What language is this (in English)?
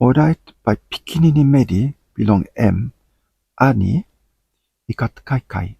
Tok Pisin